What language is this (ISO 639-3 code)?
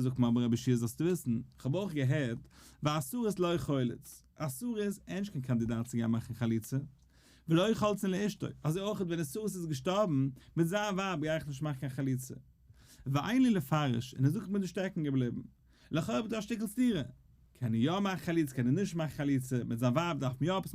yid